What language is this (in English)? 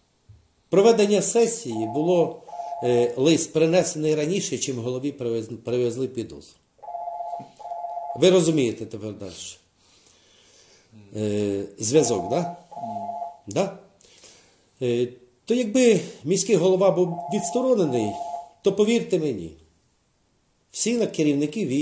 Ukrainian